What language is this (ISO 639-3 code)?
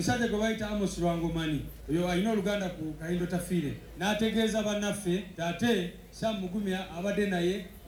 lug